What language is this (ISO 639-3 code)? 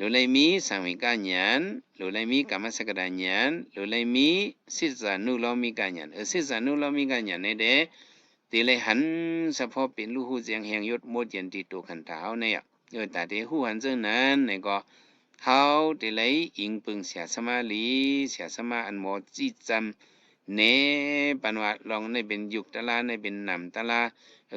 shn